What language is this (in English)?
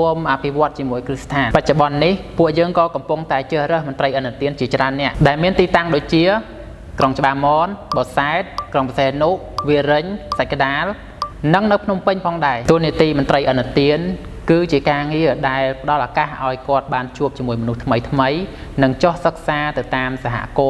Khmer